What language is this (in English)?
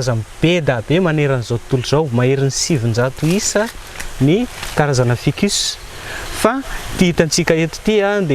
Malagasy